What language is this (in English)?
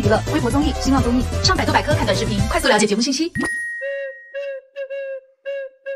Chinese